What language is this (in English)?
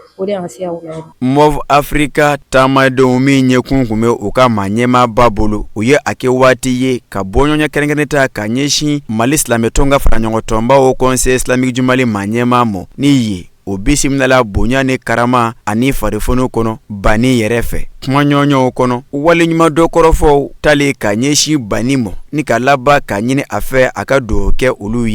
Bambara